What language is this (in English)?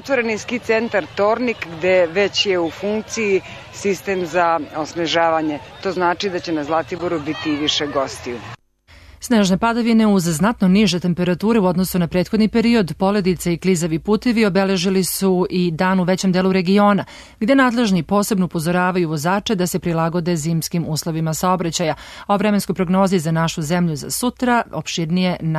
Serbian